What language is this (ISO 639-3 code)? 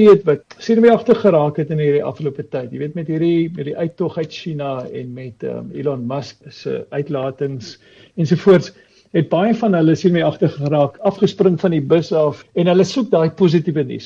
afr